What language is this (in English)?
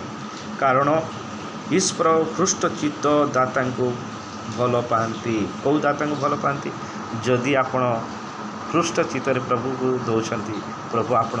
Odia